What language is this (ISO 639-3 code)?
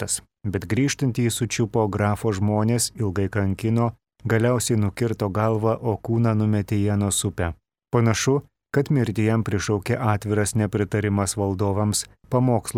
lit